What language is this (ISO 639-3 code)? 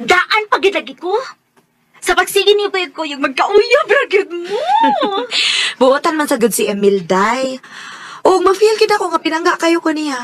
ceb